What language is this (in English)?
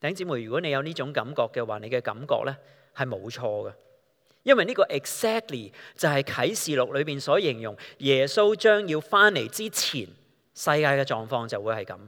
Cantonese